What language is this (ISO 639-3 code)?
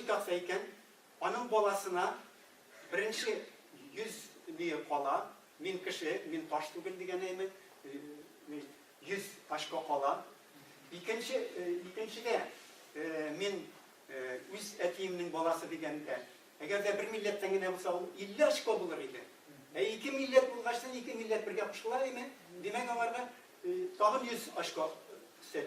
tat